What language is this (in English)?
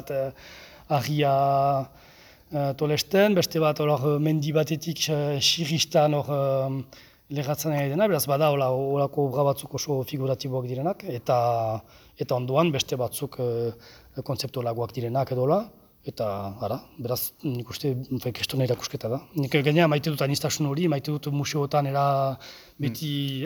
Basque